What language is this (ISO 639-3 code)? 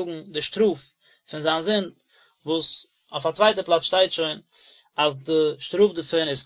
yid